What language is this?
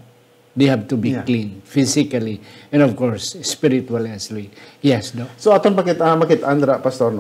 Hiligaynon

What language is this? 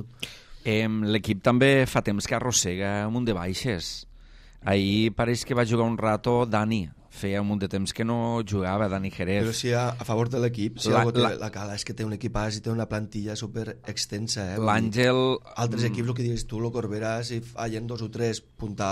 Catalan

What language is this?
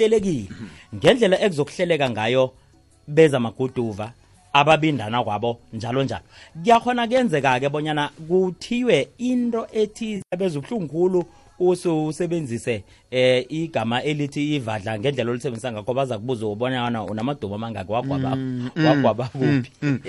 South Ndebele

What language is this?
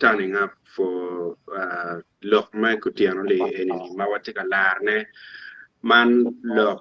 Acoli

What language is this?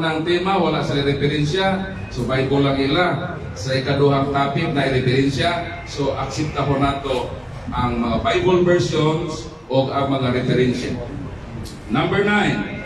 Cebuano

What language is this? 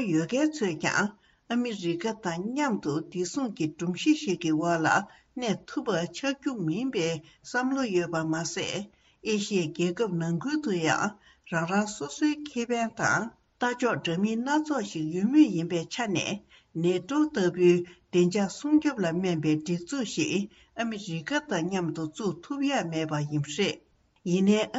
Tibetan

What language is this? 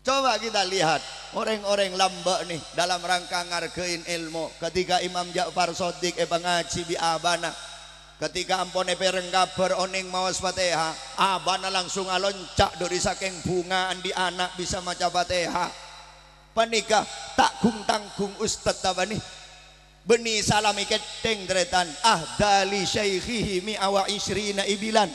Madurese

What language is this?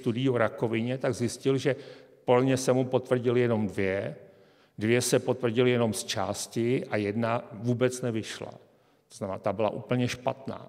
Czech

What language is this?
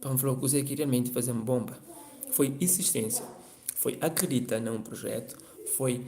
Kabuverdianu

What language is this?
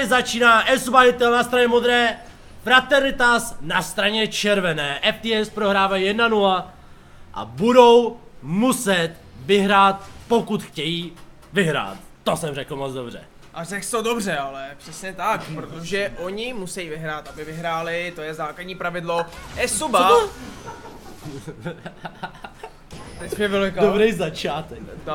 Czech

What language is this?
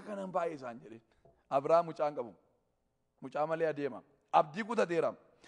Oromo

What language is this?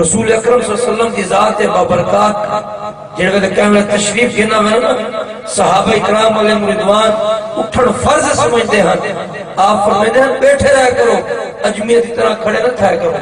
Saraiki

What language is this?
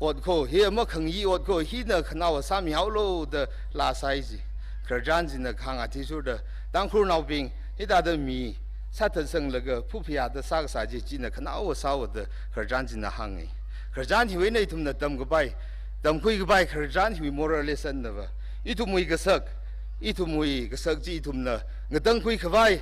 Tangkhul Naga (India)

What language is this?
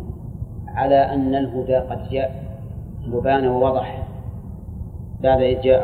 Arabic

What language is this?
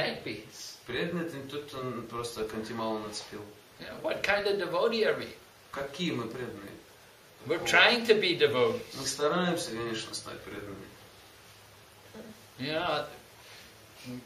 Russian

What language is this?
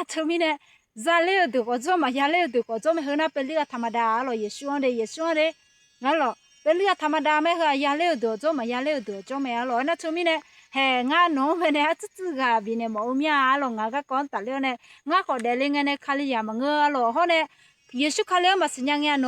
Akha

